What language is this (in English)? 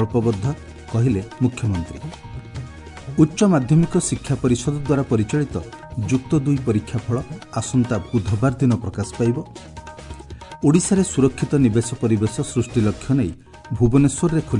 Odia